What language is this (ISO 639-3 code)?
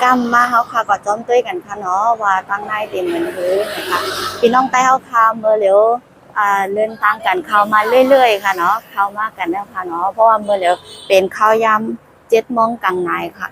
shn